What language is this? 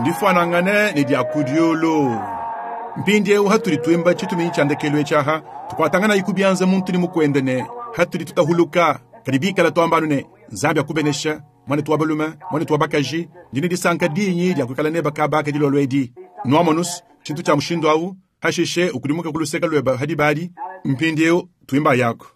Luba-Lulua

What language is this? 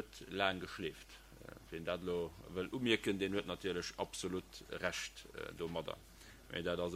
Luxembourgish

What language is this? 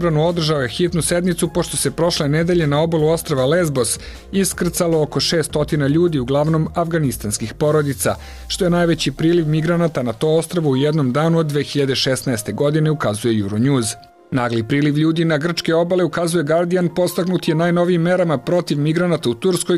Serbian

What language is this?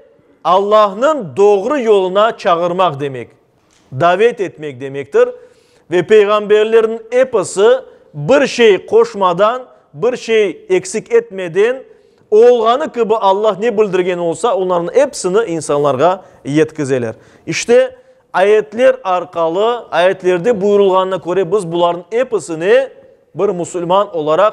Crimean Tatar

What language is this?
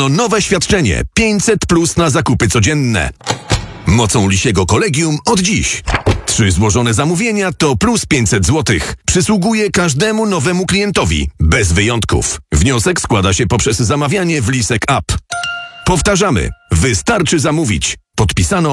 Polish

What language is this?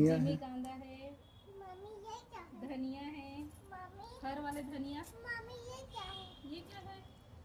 Chhattisgarhi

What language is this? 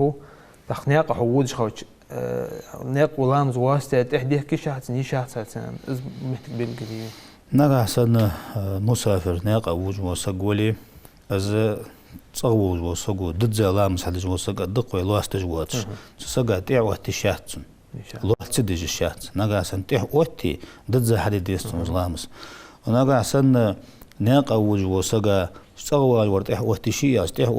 Ingush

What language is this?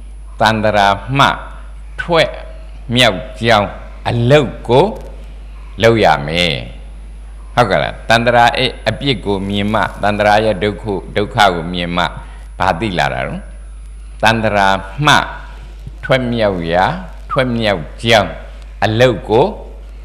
Burmese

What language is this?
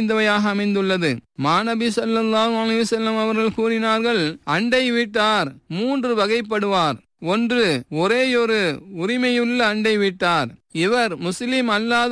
Tamil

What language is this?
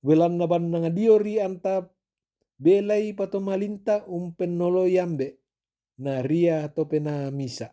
Toraja-Sa'dan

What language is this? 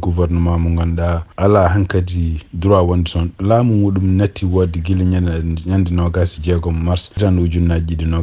Fula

